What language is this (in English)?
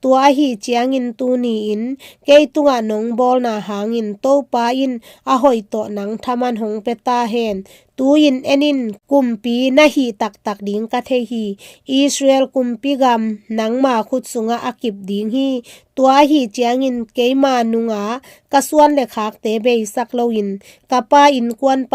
Tedim Chin